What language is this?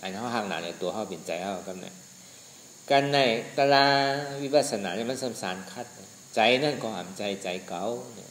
Shan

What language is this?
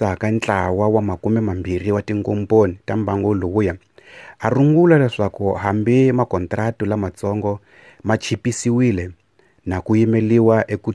Tsonga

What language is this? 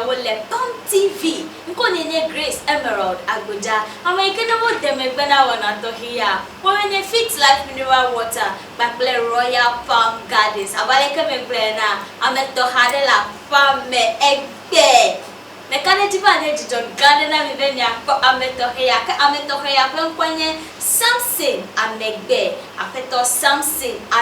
Ewe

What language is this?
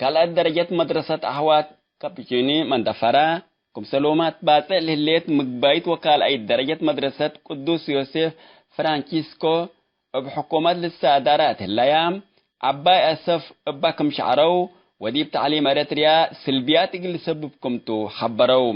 Tigre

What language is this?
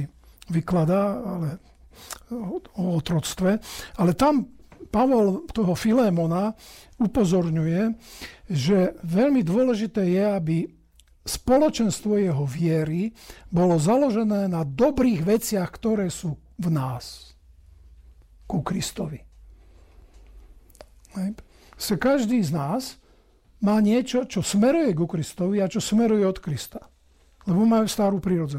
Slovak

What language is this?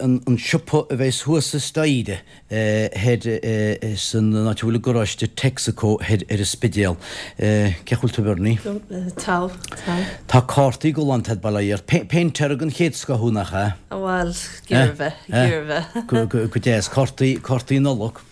Irish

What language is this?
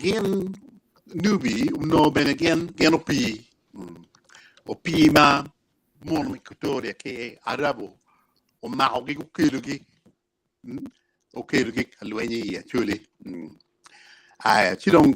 Acoli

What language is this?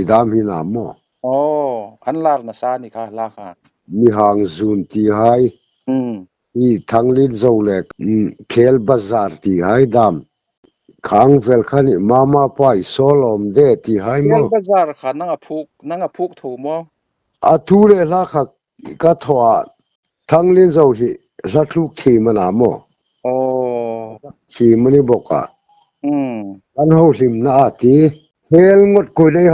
Hmar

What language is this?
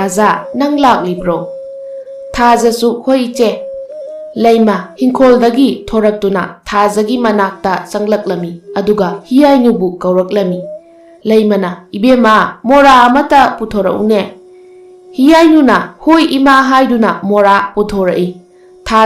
Manipuri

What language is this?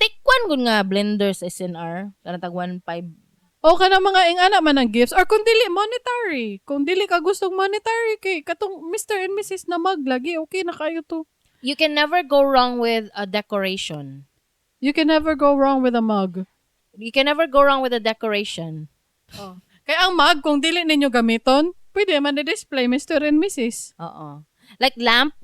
Cebuano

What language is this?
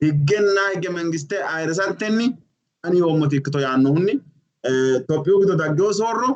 Sidamo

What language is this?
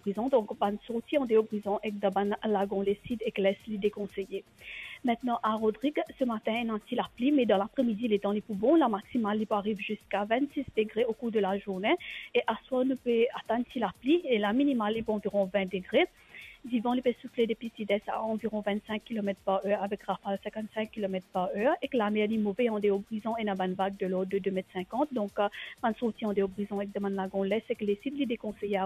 Morisyen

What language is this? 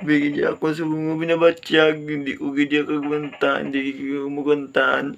Hiligaynon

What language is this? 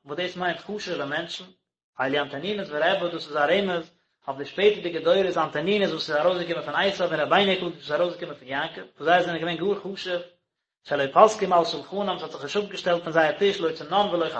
Yiddish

